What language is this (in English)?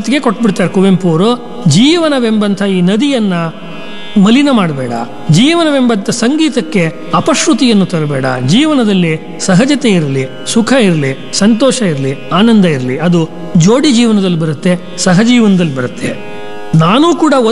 Kannada